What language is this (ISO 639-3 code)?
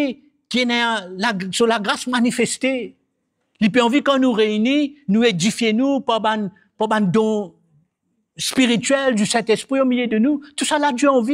mfe